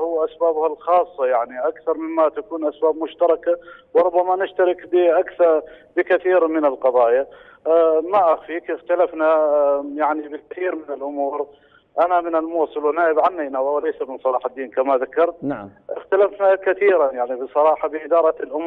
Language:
Mesopotamian Arabic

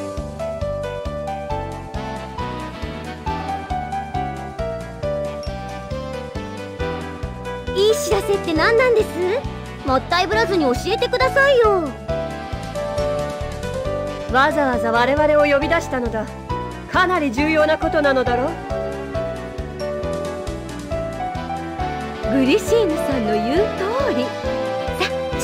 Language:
Japanese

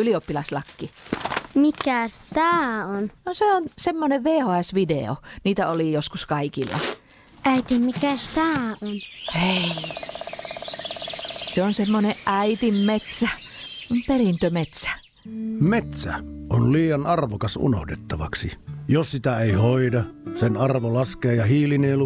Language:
Finnish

